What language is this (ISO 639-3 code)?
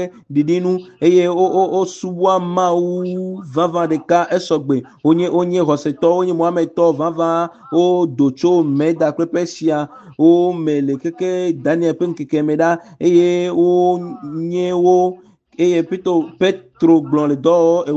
ewe